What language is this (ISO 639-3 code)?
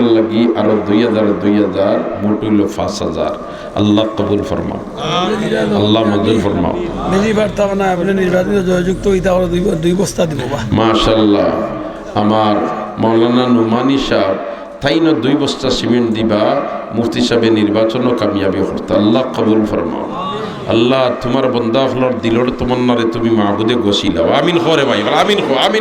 syl